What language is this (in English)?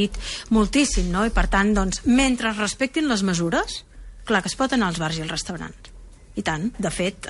Catalan